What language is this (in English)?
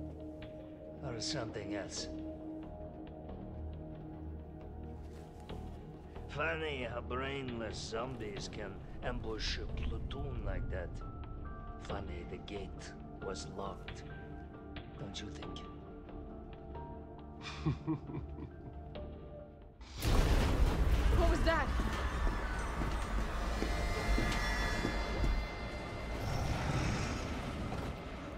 English